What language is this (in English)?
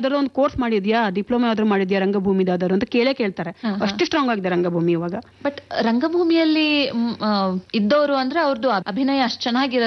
Kannada